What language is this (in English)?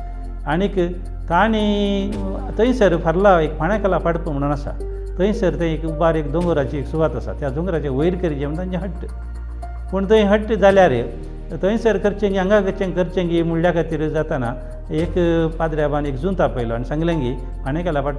Konkani